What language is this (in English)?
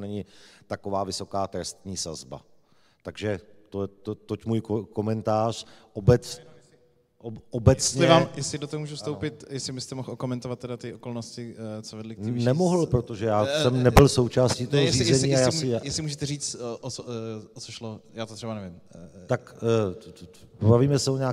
Czech